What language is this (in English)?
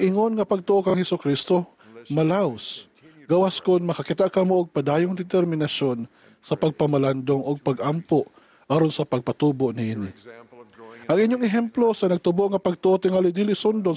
Cebuano